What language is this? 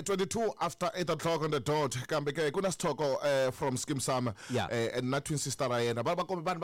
Tsonga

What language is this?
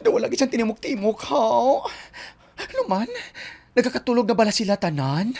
Hiligaynon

